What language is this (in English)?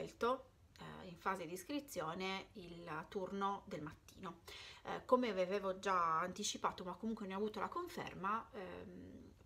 Italian